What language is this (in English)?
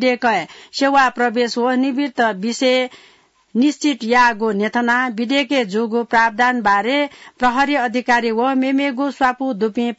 Newari